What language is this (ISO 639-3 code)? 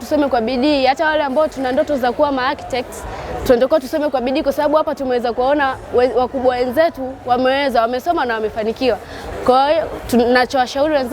swa